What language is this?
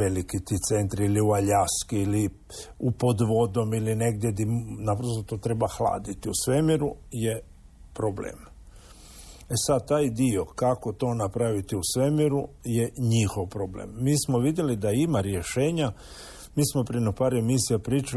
Croatian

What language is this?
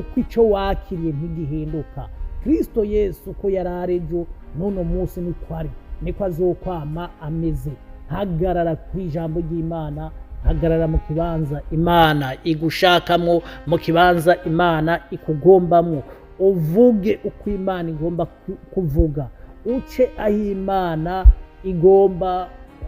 Rundi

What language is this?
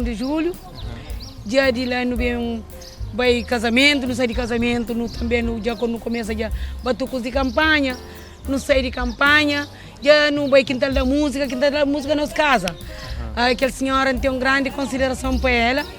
Kabuverdianu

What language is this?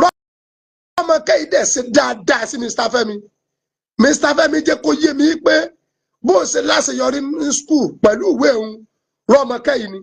Yoruba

